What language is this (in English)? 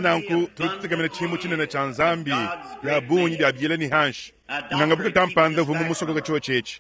Luba-Lulua